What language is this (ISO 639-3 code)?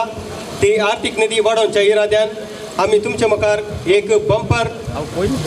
kok